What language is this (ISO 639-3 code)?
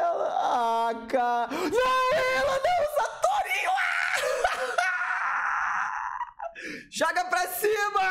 por